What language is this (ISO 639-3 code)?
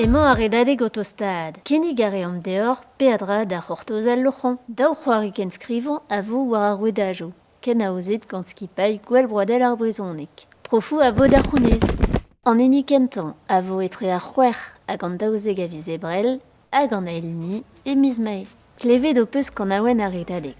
bre